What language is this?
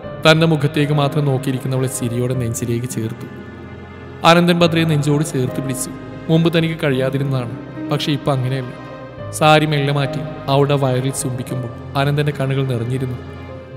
Malayalam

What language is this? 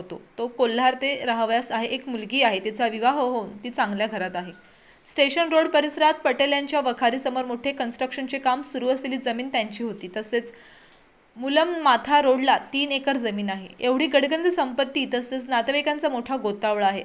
Marathi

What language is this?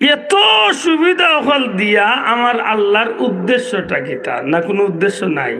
Sylheti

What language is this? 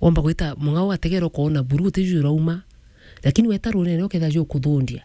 Meru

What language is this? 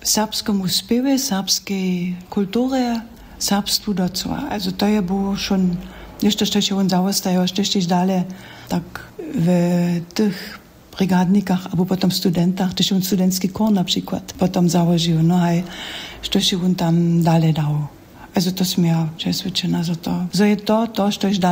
Upper Sorbian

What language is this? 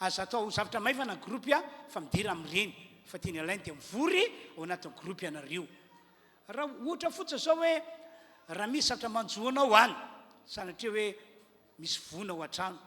Malagasy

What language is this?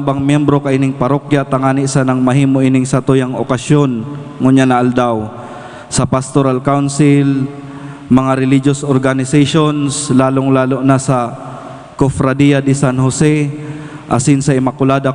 Bikol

